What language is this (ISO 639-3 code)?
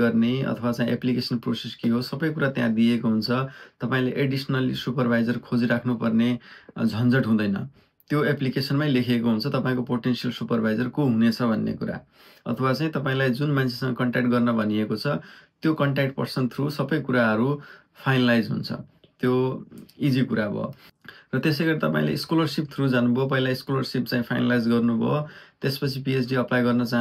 nep